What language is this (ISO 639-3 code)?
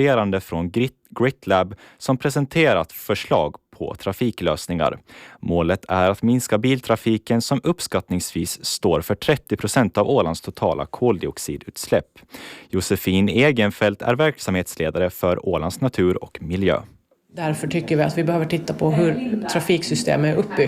swe